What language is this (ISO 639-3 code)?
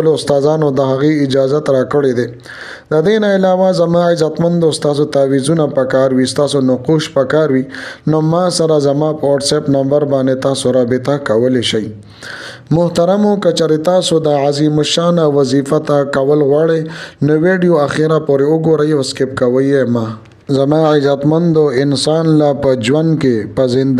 pus